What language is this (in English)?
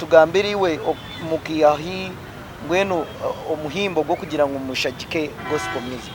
Nyankole